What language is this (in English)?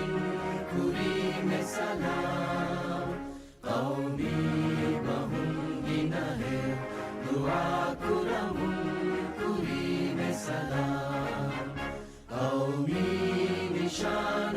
Divehi